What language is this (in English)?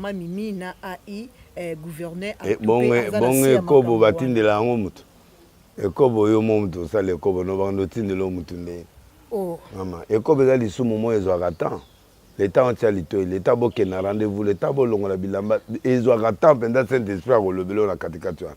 Lingala